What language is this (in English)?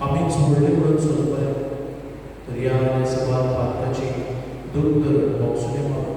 Konkani